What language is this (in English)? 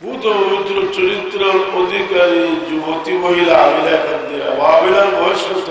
Sylheti